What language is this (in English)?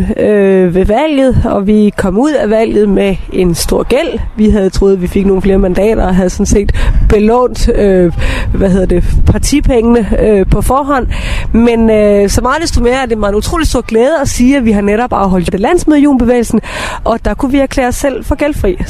Danish